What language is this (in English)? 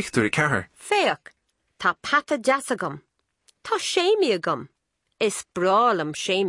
Irish